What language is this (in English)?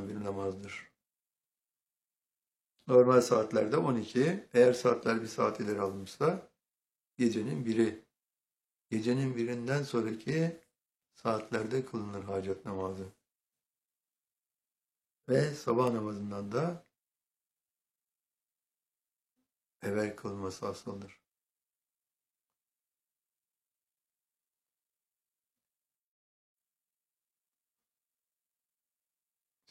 Turkish